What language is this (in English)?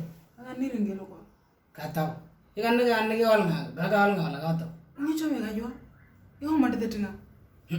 Moro